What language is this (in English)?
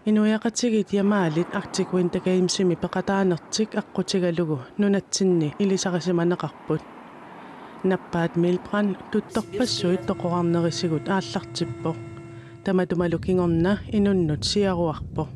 Kalaallisut